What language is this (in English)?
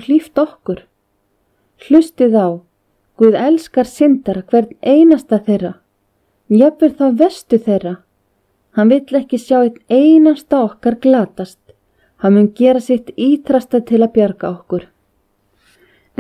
Icelandic